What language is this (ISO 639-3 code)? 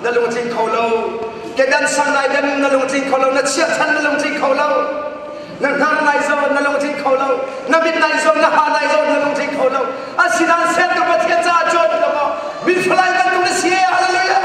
cnh